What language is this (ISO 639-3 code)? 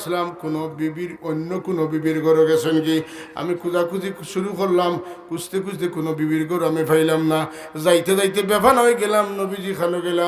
syl